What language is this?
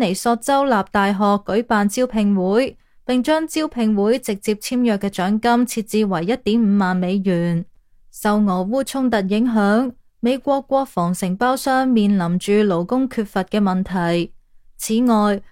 Cantonese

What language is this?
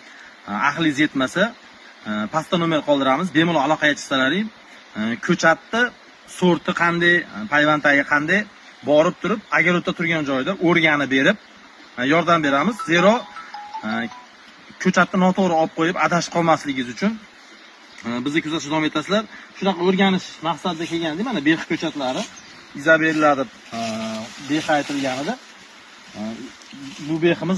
Uzbek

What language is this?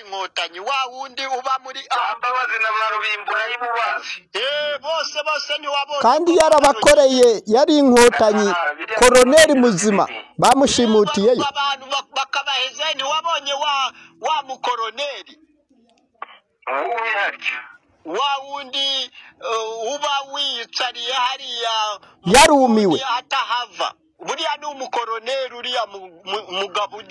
Kinyarwanda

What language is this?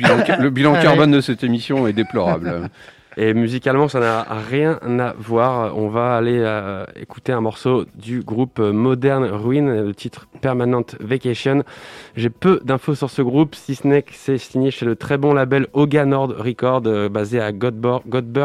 French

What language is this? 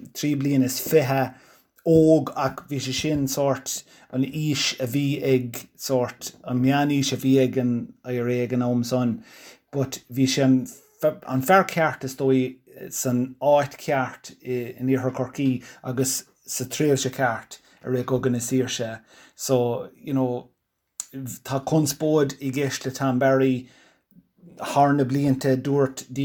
Irish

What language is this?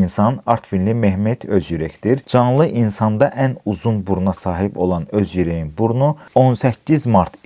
Azerbaijani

